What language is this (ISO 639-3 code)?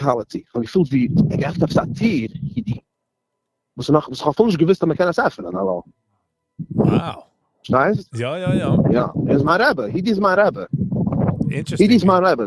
yid